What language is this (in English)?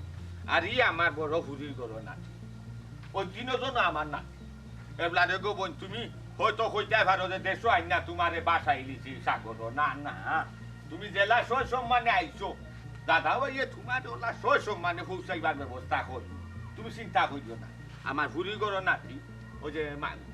Sylheti